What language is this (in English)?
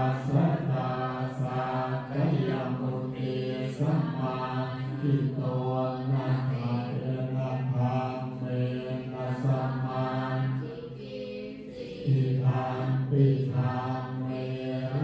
Pali